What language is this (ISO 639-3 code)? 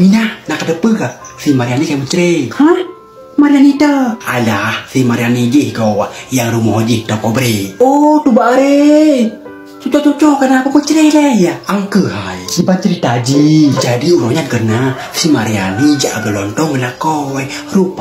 ace